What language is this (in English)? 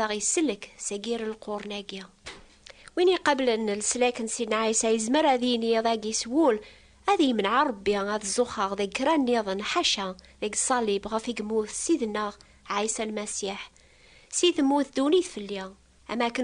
Kabyle